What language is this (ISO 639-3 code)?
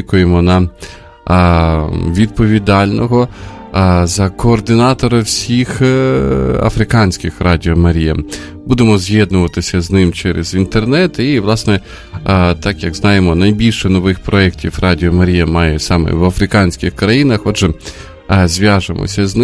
ukr